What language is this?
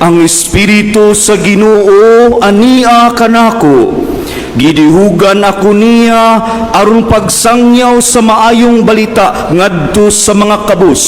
Cebuano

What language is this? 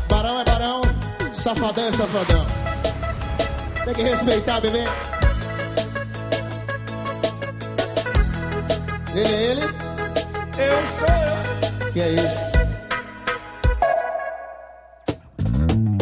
Portuguese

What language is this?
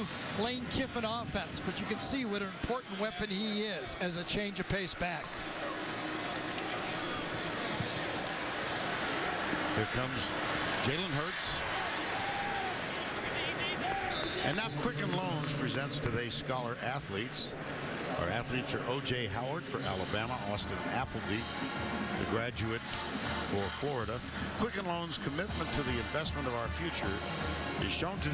English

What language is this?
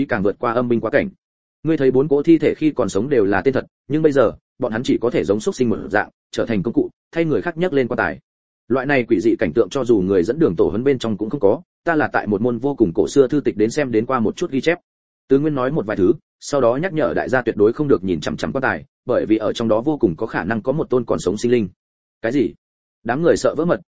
Vietnamese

